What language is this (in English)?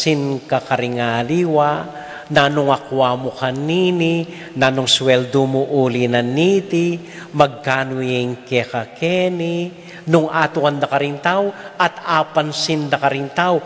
Pampanga